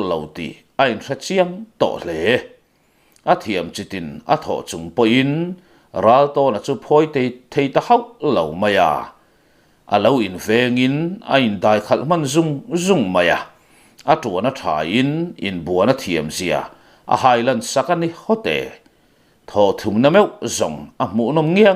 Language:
Mizo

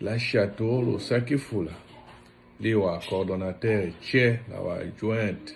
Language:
Tetela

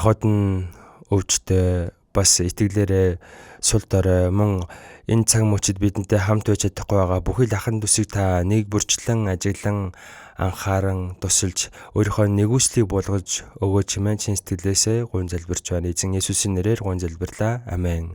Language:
Mongolian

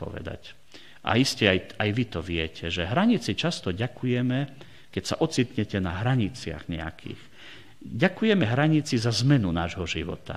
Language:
Slovak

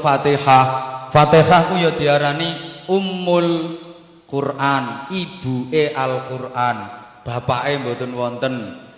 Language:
Javanese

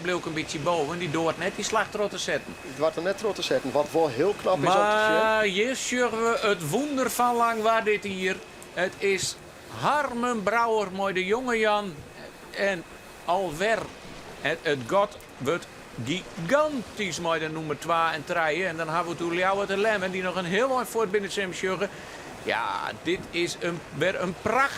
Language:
Western Frisian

